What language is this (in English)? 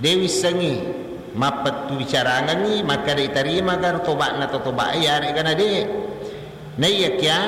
Buginese